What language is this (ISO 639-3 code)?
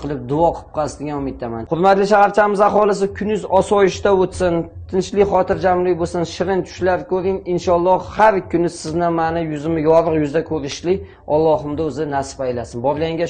uzb